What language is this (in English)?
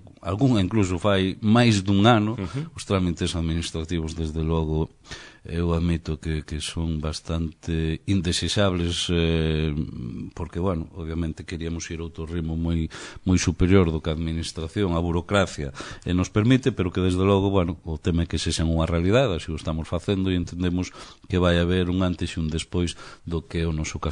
Galician